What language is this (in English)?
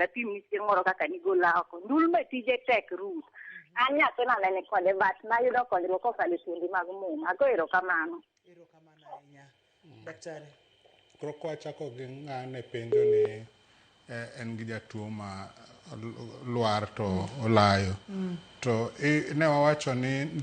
Luo (Kenya and Tanzania)